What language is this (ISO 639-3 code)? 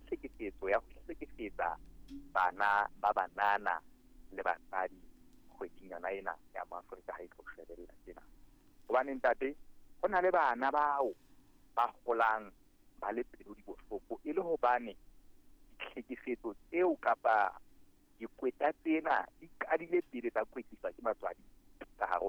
sot